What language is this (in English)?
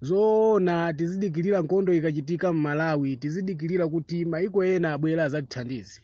Nyanja